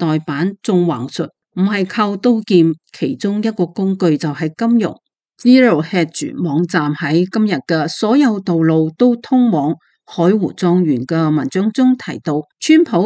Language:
Cantonese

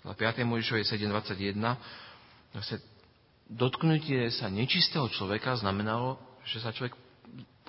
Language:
Slovak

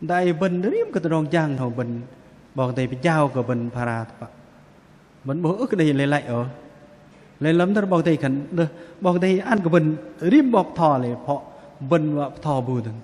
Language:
Bahnar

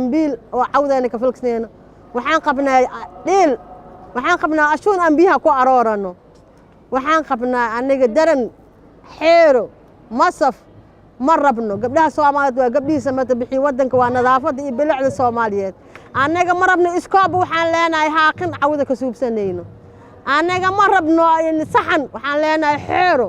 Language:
Somali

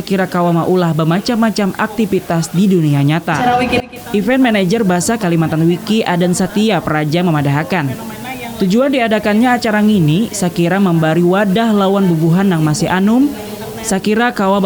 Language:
Banjar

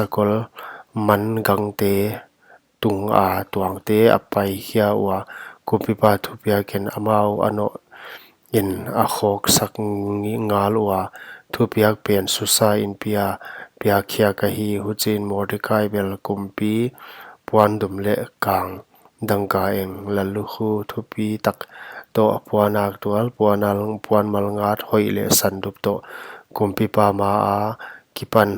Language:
Paite Chin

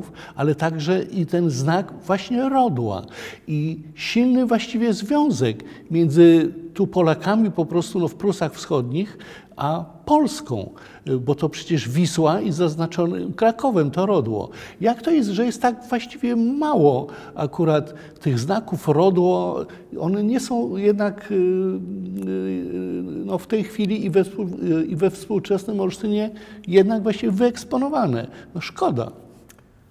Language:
Polish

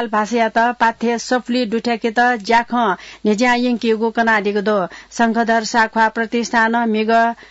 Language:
Newari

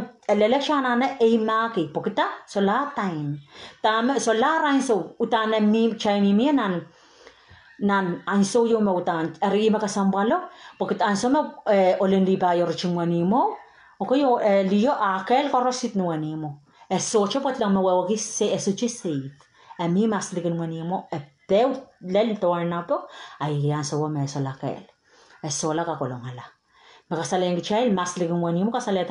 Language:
Pohnpeian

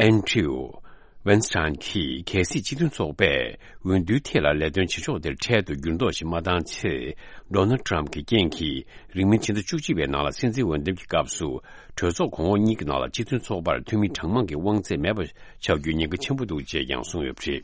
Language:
Tibetan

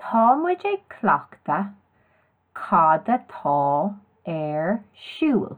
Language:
Irish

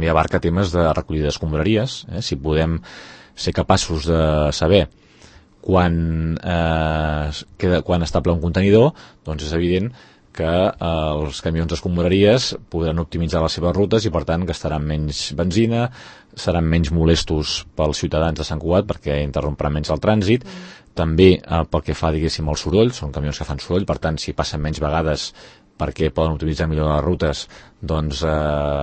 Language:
Catalan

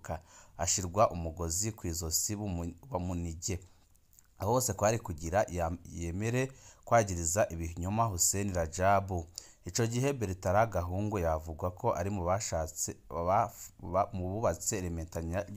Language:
Rundi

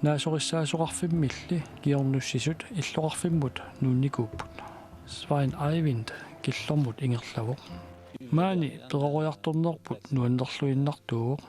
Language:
Kalaallisut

